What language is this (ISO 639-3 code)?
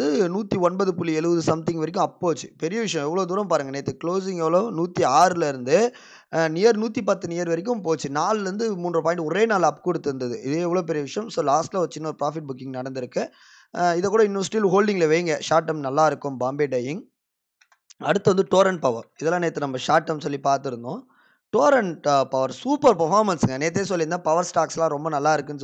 tam